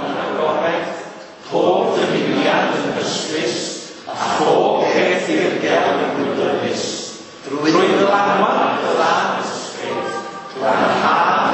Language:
Welsh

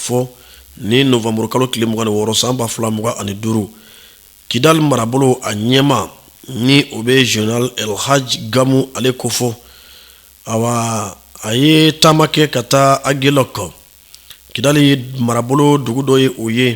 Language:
Bambara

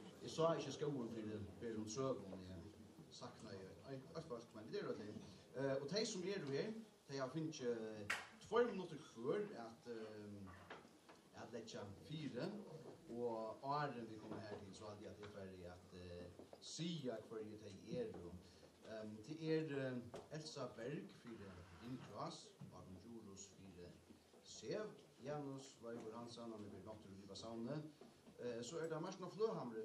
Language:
Faroese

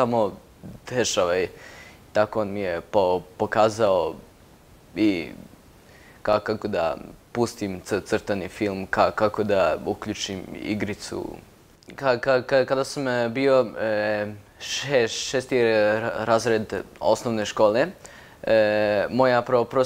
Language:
Serbian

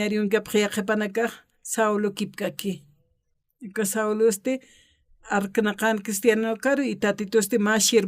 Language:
Aymara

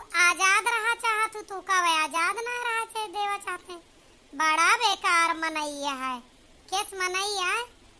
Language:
Awadhi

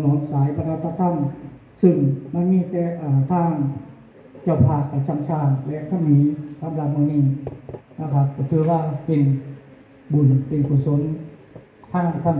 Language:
Northeastern Thai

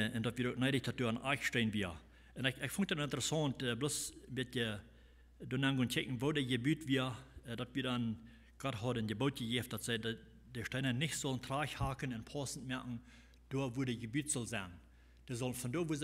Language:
Plautdietsch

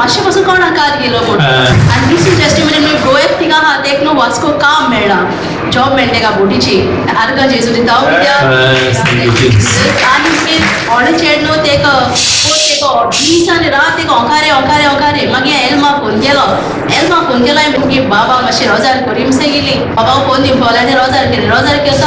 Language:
Konkani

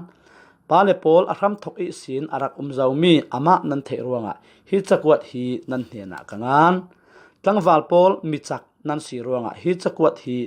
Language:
Falam Chin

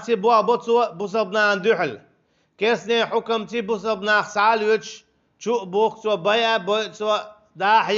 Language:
Chechen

